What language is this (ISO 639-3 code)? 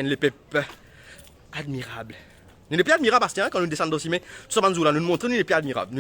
mfe